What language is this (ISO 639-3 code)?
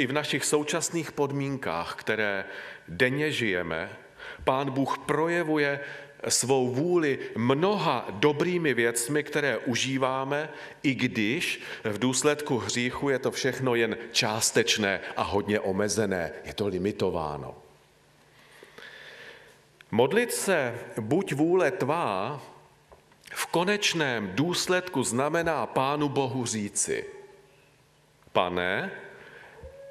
ces